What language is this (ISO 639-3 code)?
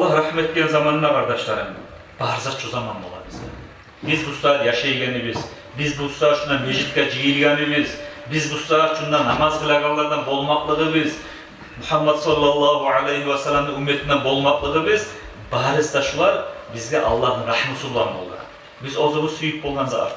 kum